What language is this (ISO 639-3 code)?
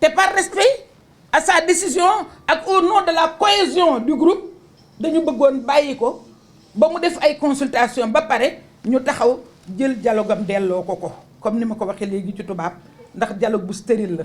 wol